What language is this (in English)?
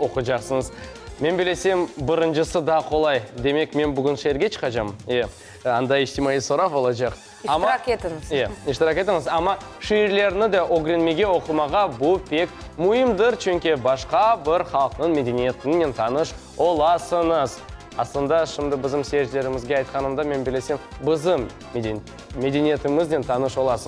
Crimean Tatar